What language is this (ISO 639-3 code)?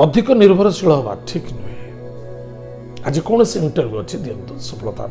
ori